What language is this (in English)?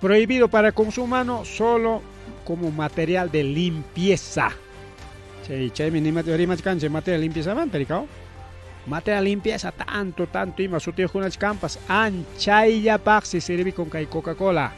Ayacucho Quechua